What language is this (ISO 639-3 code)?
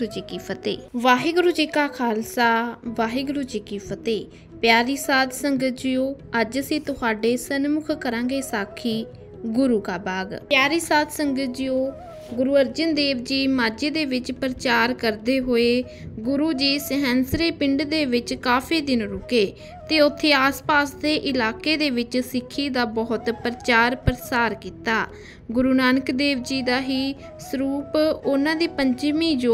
pan